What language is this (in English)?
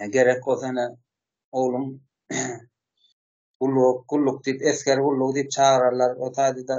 Turkmen